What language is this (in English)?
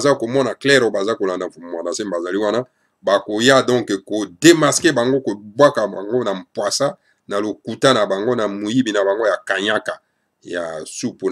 Lingala